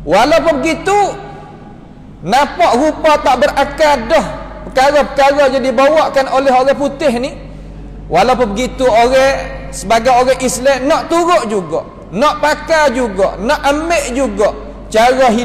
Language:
Malay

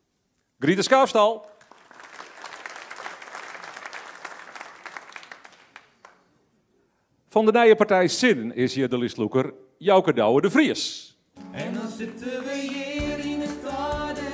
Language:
Dutch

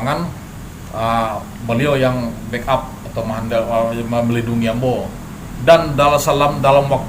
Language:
Minangkabau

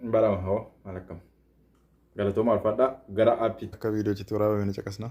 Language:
Oromo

